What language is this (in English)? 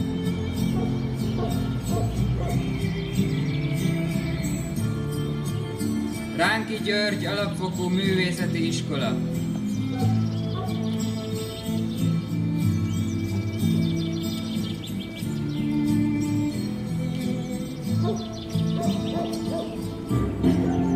Hungarian